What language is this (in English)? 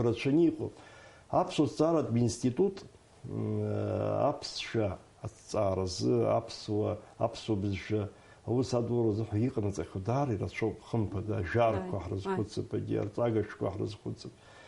Abkhazian